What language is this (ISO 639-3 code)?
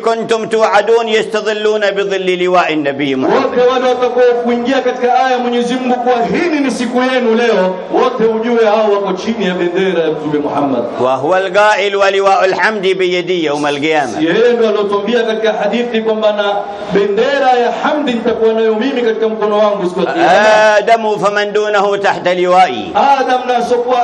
swa